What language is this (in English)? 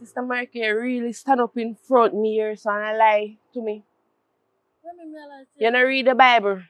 Jamaican Creole English